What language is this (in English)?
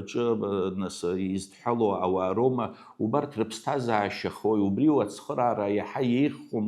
Abkhazian